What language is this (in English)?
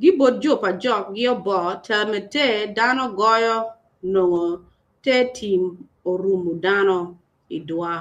Acoli